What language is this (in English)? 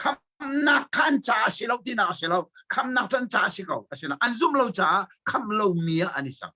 Hakha Chin